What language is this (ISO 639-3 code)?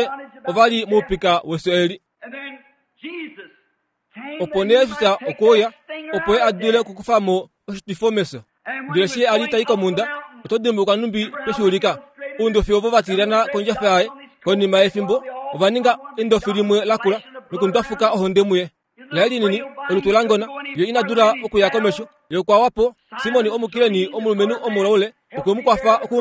kua